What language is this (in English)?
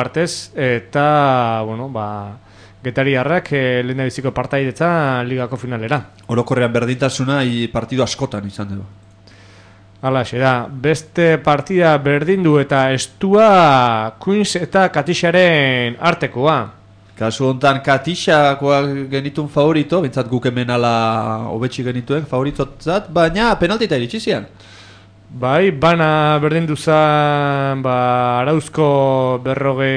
Basque